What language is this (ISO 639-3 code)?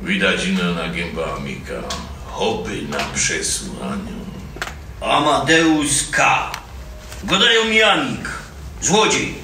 szl